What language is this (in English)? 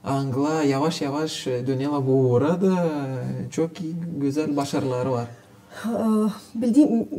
Gagauz